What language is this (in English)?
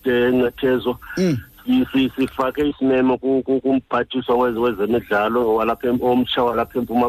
Xhosa